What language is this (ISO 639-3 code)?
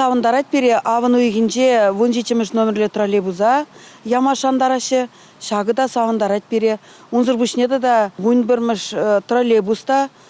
chv